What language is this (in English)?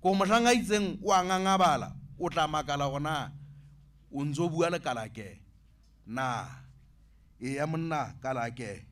Southern Sotho